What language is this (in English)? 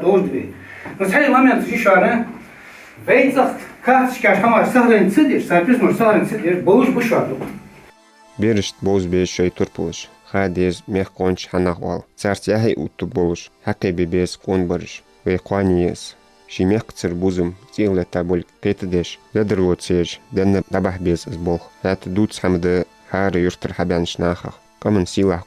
Ingush